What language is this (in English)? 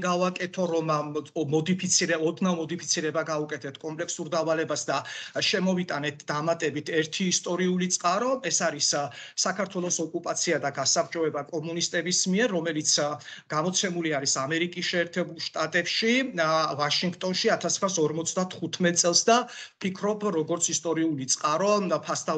Georgian